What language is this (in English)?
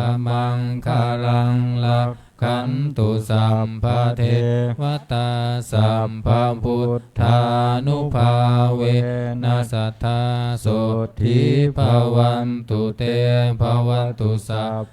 Pali